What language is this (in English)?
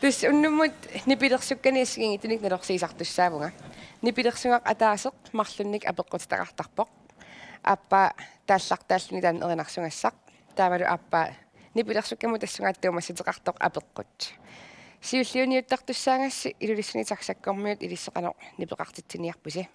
Kalaallisut